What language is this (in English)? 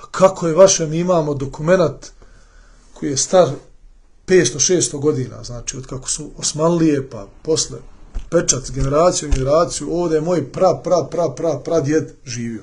Bosnian